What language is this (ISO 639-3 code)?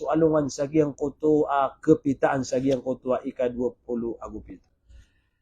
mrw